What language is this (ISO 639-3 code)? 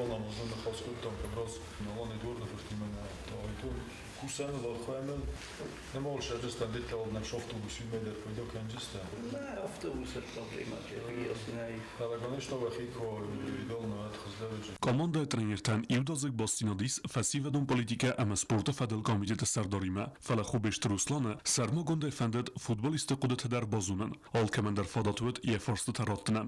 oss